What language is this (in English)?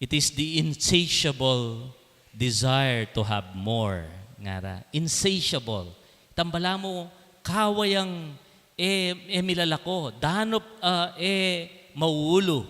Pampanga